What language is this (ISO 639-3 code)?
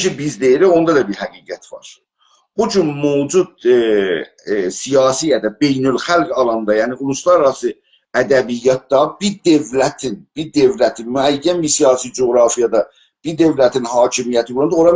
azb